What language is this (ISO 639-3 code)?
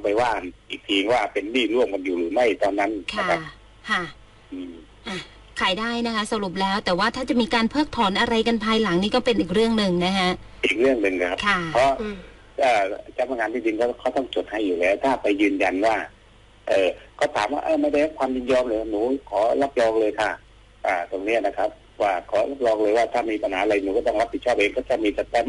tha